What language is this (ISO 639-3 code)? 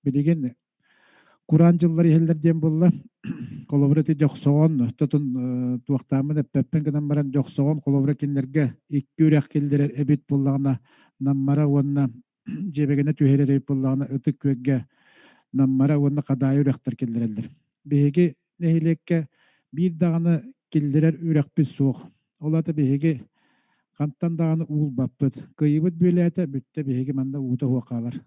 sah